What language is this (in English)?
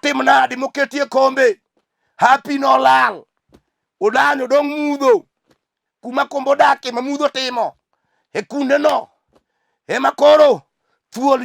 Luo (Kenya and Tanzania)